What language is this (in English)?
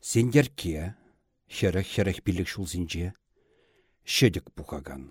Chuvash